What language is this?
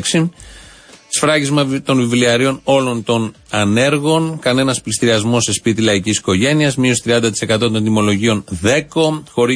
Greek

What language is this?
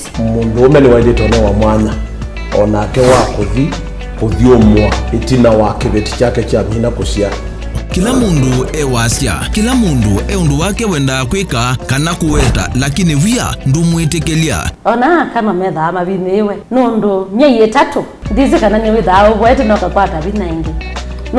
Kamba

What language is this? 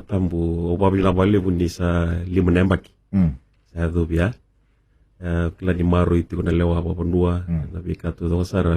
Fijian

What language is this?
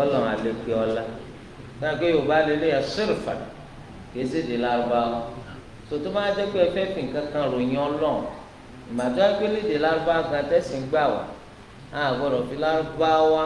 Yoruba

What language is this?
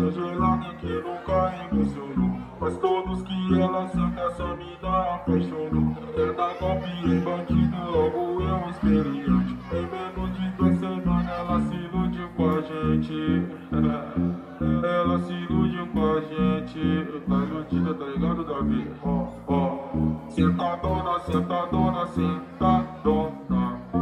Portuguese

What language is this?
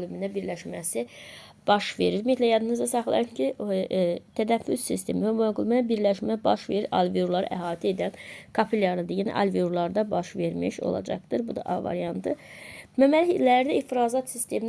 Azerbaijani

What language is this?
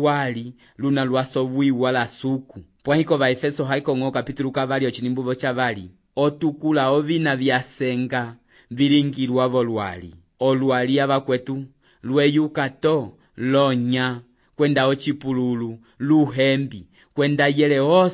Umbundu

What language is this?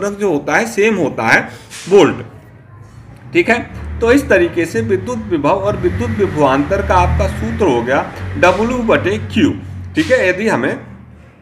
Hindi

